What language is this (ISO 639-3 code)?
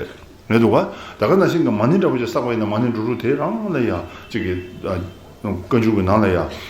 bod